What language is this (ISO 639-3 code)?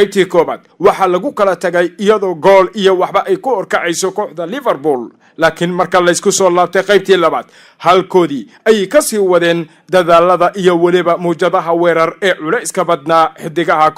som